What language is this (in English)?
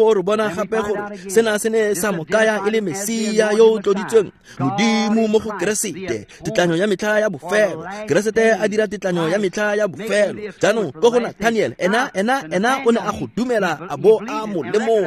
Tswana